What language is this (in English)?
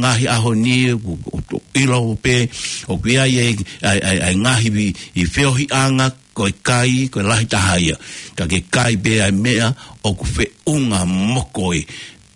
Tongan